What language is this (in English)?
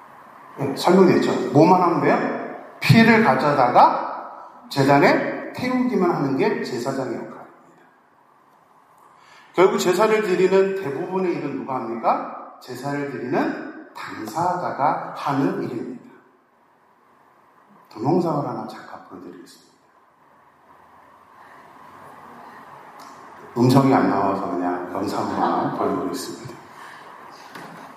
Korean